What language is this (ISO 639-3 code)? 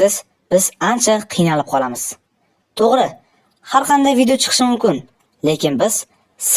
uzb